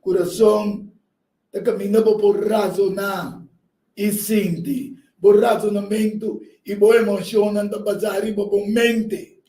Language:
Papiamento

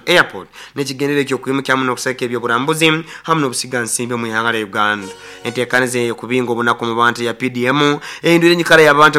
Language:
Nyoro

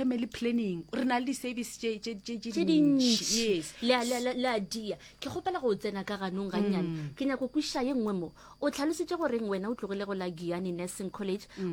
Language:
Northern Sotho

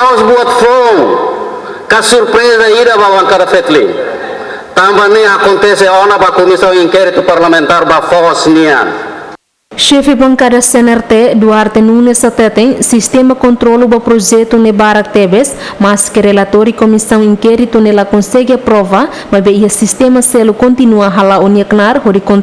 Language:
Tetum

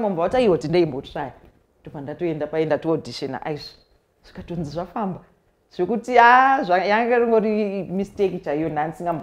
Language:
Shona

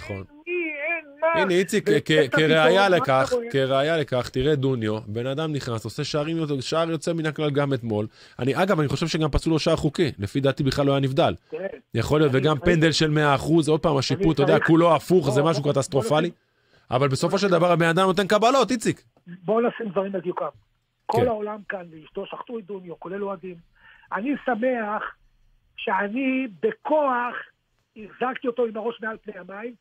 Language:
Hebrew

